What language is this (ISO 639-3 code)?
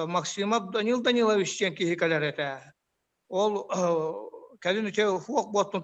sah